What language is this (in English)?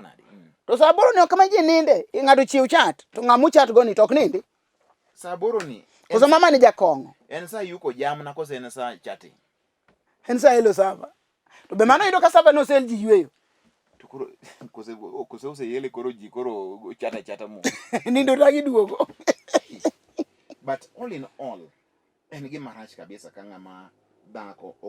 Luo (Kenya and Tanzania)